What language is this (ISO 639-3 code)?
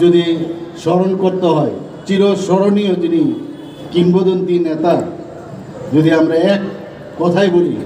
trp